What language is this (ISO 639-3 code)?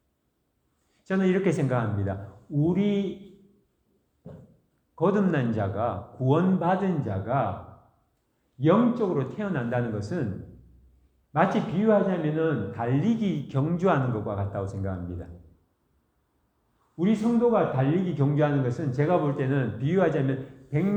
kor